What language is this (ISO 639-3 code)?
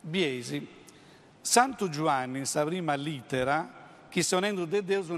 srd